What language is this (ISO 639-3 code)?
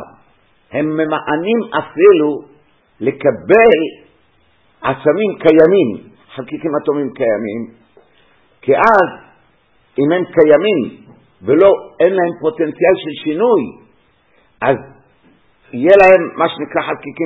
heb